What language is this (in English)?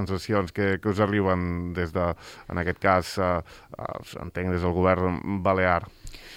Catalan